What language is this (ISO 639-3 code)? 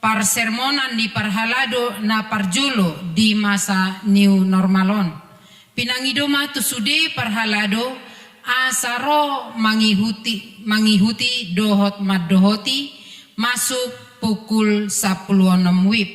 bbc